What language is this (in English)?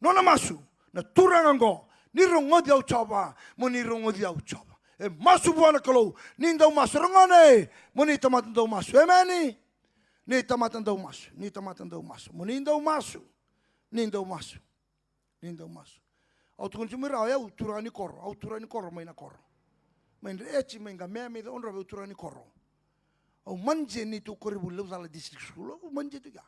Fijian